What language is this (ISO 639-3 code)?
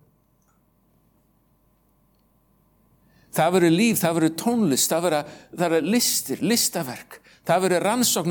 isl